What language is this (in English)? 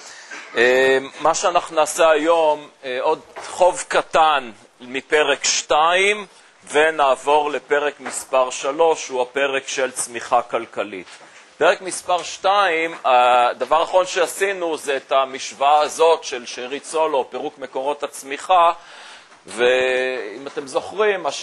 Hebrew